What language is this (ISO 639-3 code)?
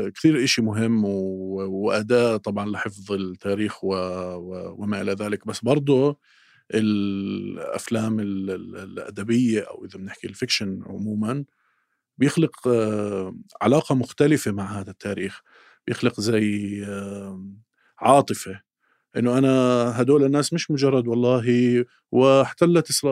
apc